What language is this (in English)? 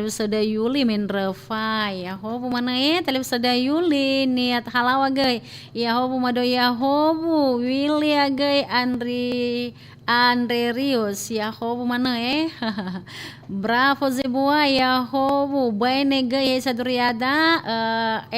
Nias